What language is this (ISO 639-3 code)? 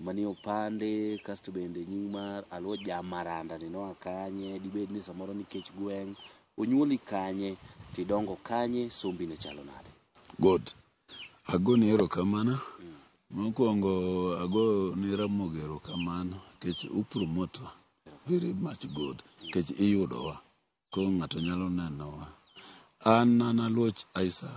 luo